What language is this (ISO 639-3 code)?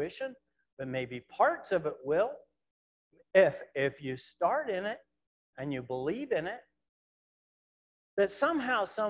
eng